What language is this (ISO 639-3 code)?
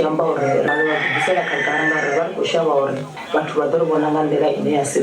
ven